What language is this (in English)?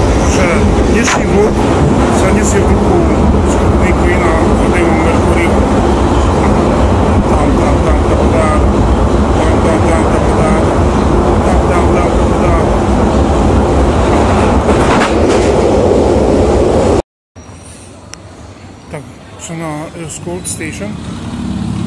Slovak